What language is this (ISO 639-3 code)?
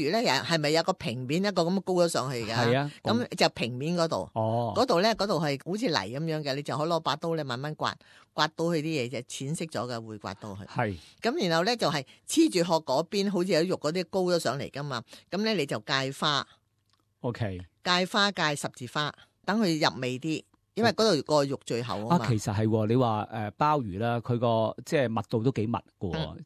yue